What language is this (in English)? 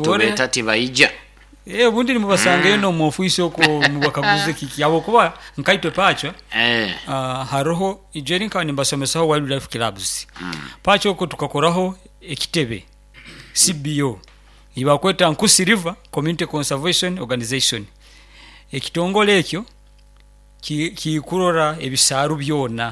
Nyoro